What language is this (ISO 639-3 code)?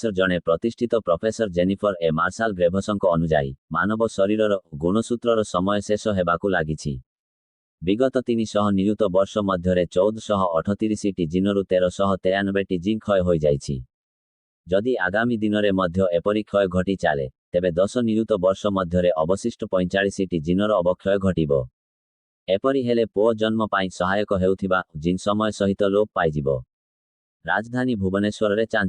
ori